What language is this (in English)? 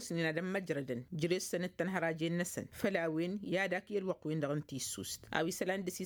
Tamasheq